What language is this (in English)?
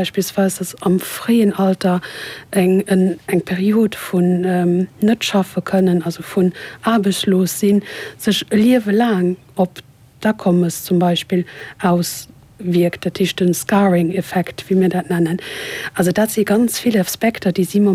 Luxembourgish